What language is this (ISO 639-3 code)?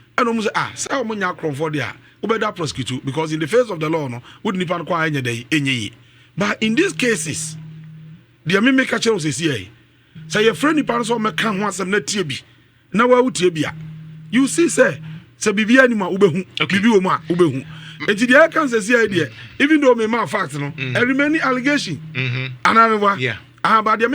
aka